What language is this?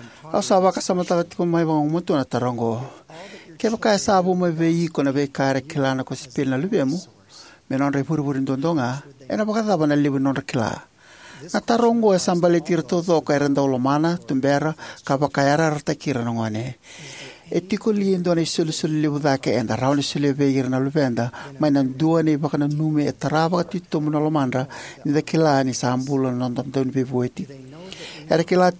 Fijian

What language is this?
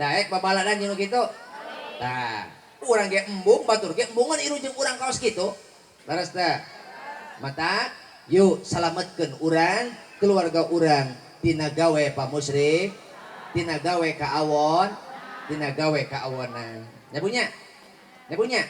Sundanese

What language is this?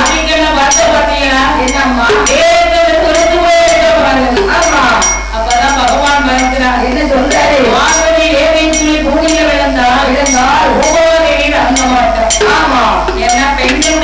Tamil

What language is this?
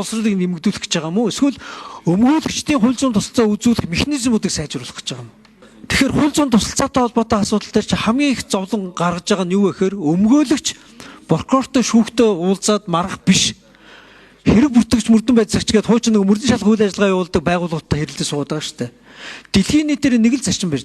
Mongolian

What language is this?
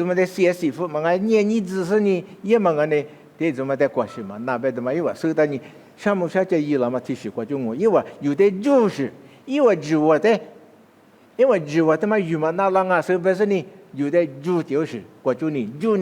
Lisu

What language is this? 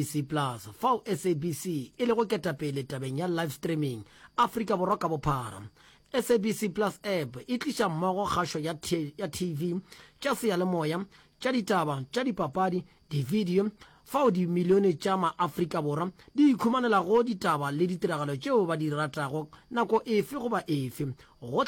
Northern Sotho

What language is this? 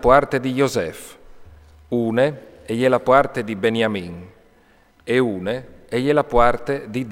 Friulian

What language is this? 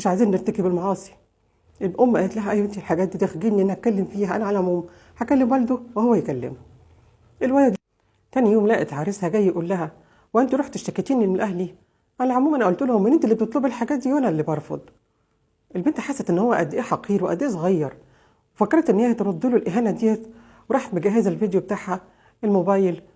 Egyptian Arabic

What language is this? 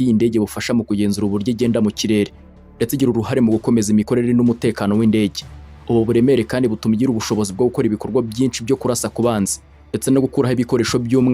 Kinyarwanda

